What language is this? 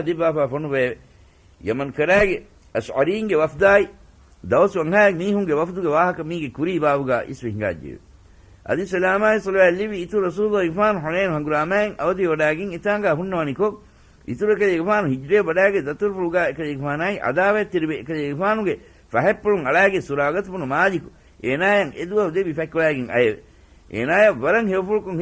Divehi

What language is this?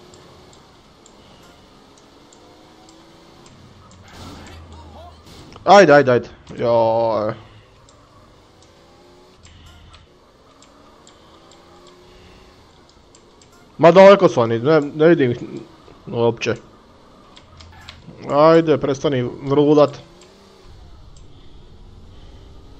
Croatian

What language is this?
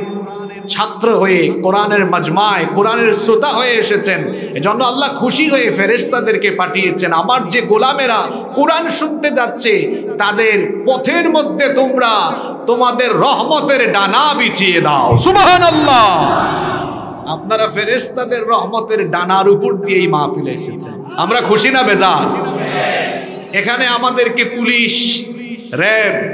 Bangla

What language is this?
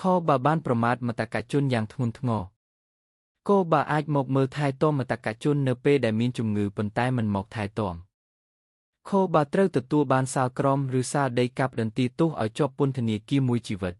Khmer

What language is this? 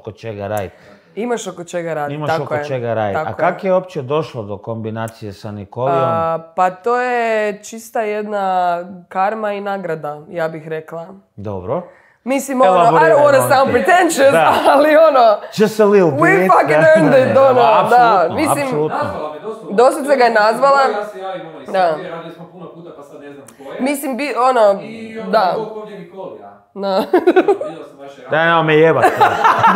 Croatian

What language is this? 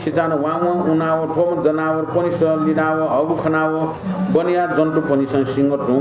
Newari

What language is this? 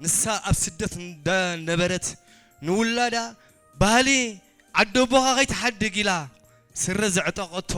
Tigrinya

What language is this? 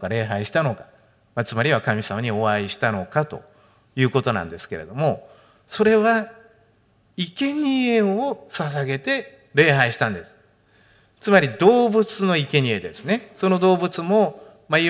Japanese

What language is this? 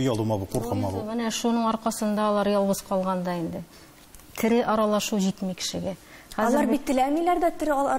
Tatar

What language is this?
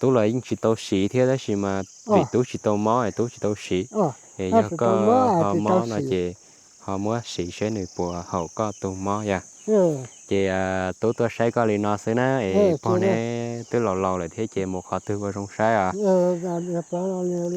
Hmong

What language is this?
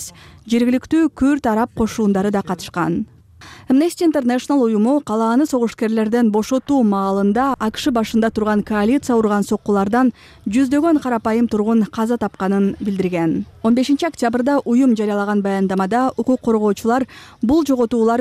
Kyrgyz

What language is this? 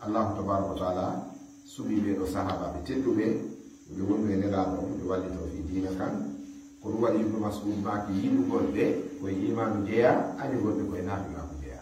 Fula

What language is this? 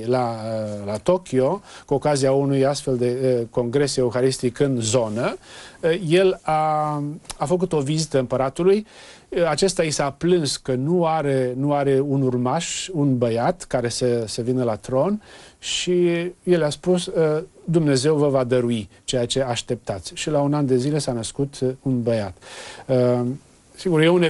Romanian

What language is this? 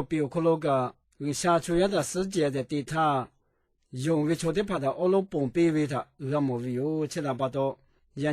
Lahu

